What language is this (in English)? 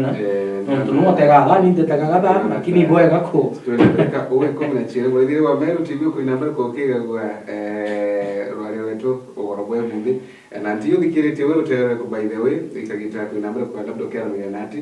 Meru